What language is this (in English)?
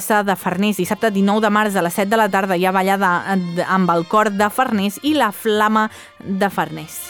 Catalan